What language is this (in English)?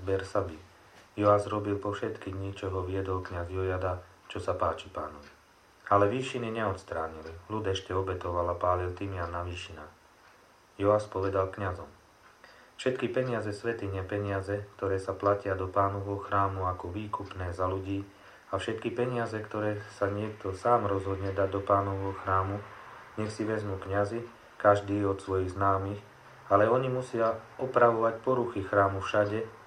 Slovak